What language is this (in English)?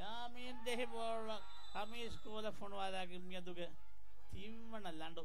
Divehi